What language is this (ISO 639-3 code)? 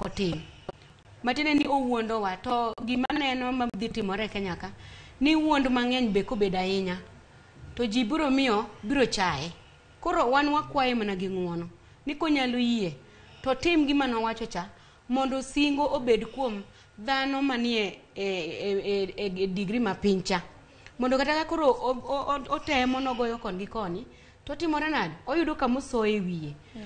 luo